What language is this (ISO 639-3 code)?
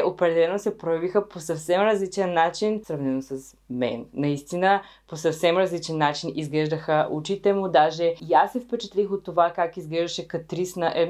bul